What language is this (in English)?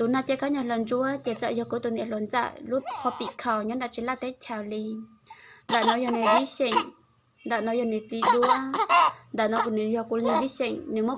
Hmong